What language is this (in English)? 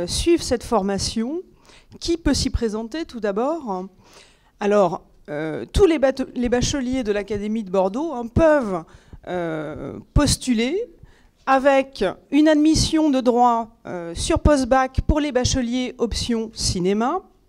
French